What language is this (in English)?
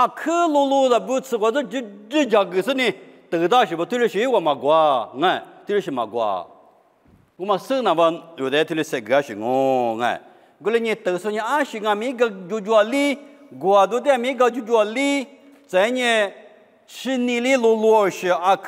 Lisu